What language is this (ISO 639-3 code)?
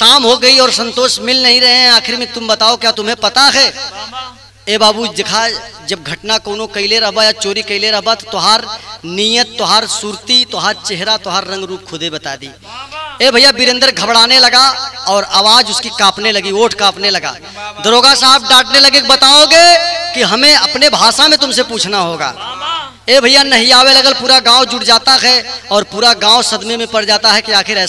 bho